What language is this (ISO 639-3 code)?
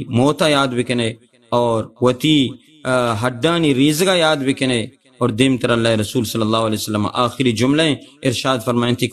bal